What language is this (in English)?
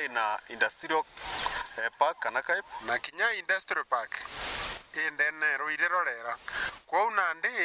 Meru